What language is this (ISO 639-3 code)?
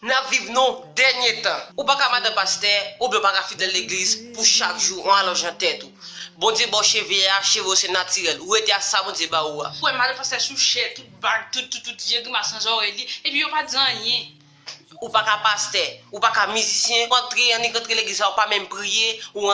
hat